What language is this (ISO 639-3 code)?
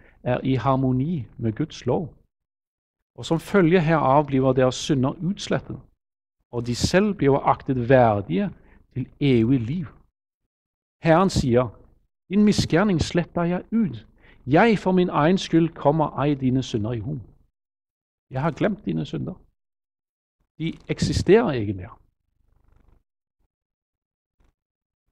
nor